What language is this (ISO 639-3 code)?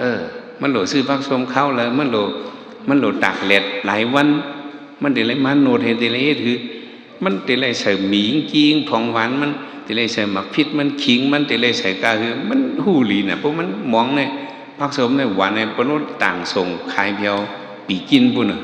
shn